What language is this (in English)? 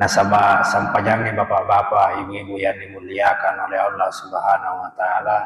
Buginese